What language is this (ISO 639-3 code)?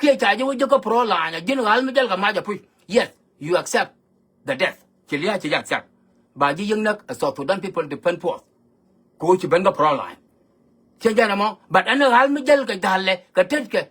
nus